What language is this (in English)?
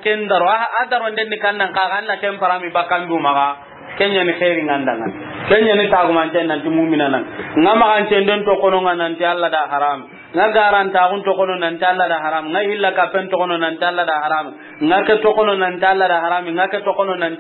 Soninke